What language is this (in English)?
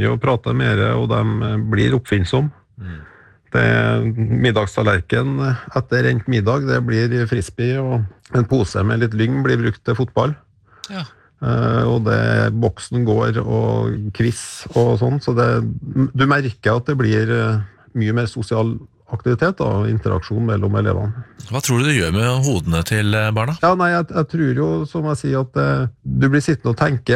Norwegian